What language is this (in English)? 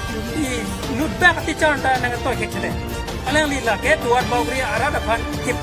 Karbi